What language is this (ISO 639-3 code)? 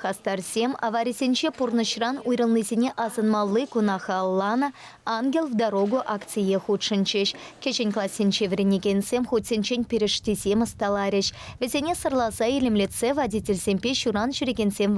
chv